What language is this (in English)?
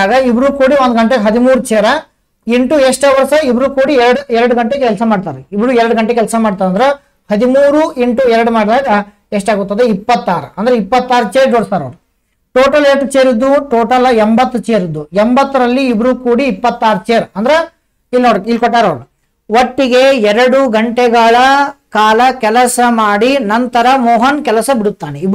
Kannada